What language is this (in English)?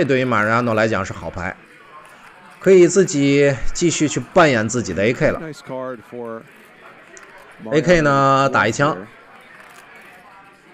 Chinese